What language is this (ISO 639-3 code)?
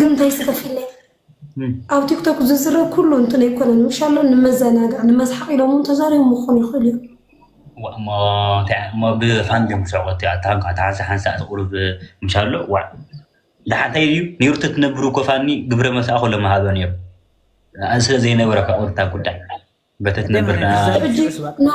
tir